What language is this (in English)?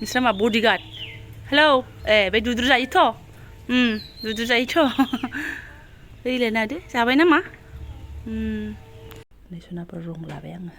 Bodo